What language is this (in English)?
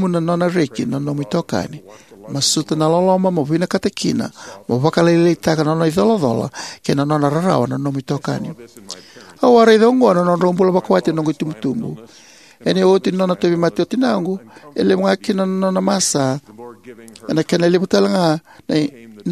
Fijian